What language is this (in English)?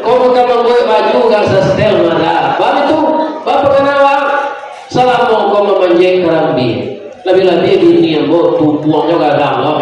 Minangkabau